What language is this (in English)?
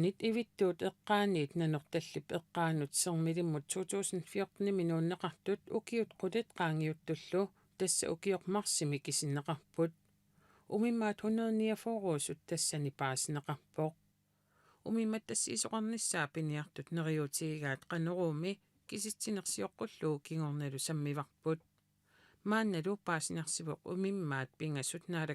Kalaallisut